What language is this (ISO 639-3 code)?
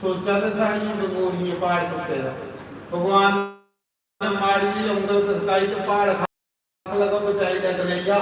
doi